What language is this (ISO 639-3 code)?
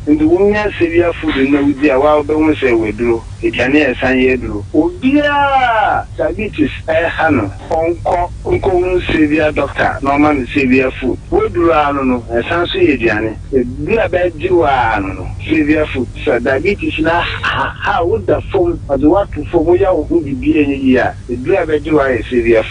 aka